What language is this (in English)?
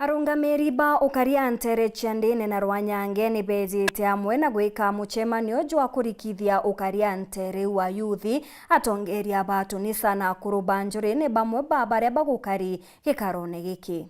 Meru